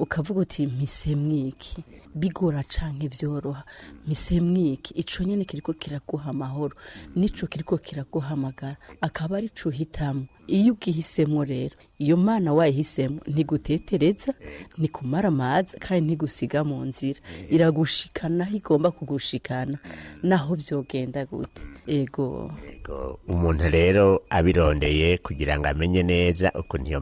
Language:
Rundi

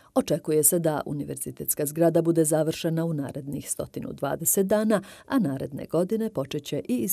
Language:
Bosnian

